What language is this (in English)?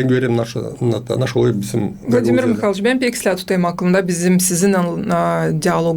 Gagauz